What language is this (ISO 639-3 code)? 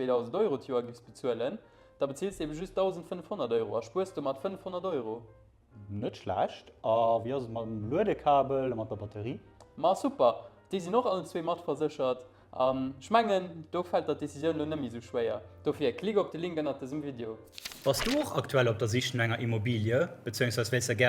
ltz